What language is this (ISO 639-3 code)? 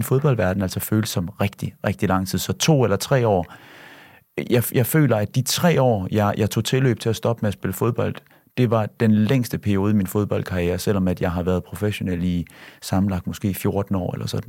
dan